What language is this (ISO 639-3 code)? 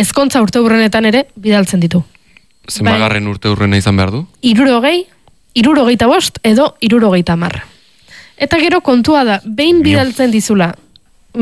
eus